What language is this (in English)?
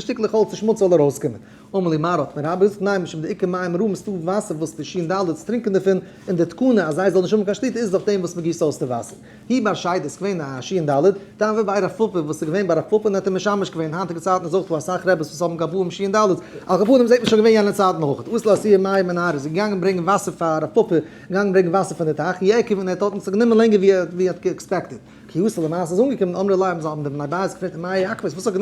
Yiddish